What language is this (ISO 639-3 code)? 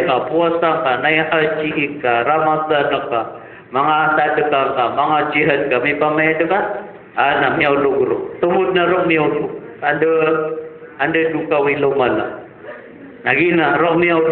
mrw